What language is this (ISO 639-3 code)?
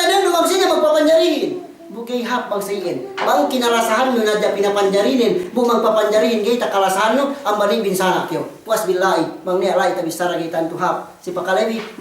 yka